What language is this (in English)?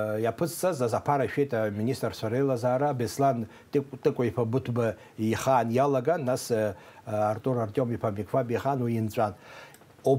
Abkhazian